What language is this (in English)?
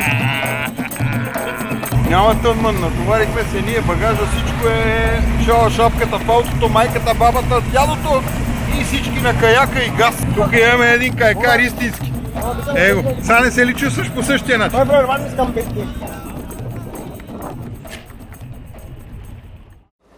Bulgarian